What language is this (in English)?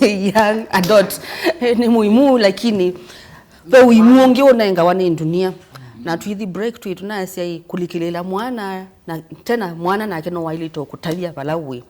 Kamba